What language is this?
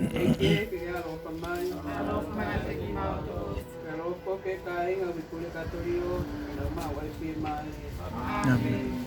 Tongan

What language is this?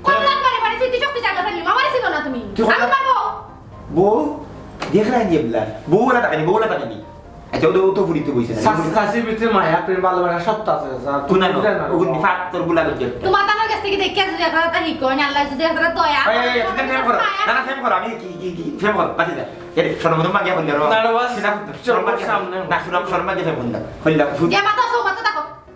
Sylheti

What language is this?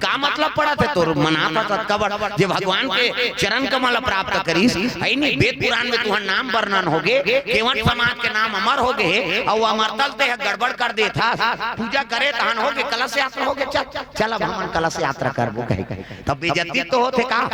Chhattisgarhi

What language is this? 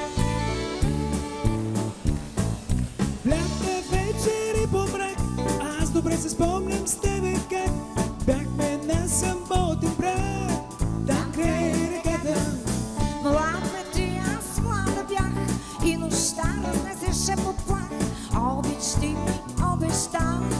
Bulgarian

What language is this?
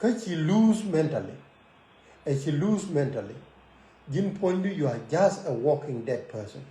Nuer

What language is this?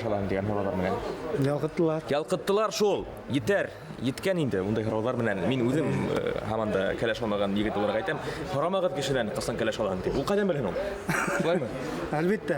Bashkir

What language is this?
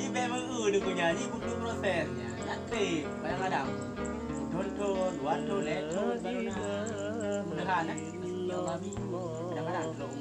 Achinese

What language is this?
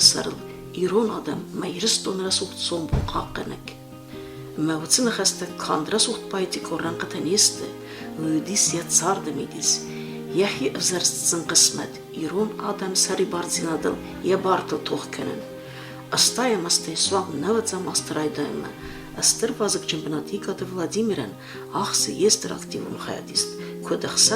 Ossetic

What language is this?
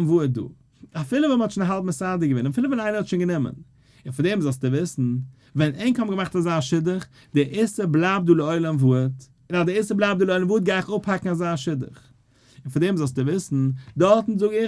Yiddish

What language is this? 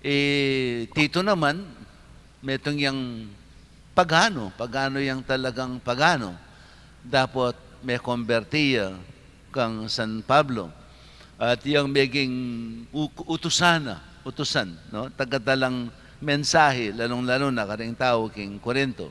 Pampanga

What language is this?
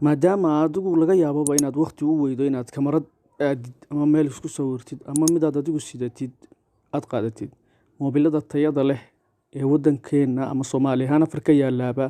Somali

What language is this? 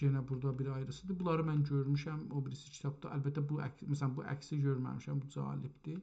South Azerbaijani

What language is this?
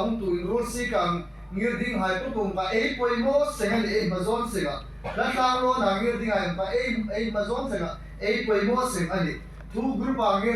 Hmar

